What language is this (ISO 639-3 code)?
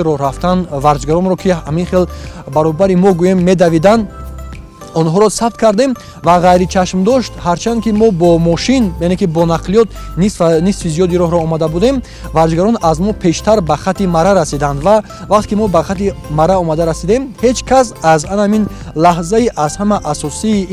tgk